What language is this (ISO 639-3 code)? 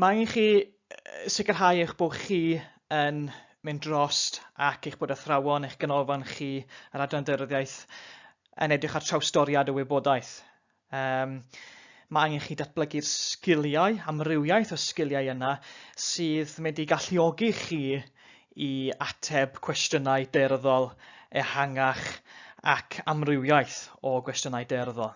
cym